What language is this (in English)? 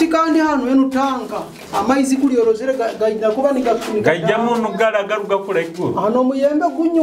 Nyoro